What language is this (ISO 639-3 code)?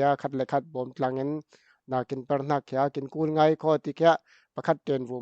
cfm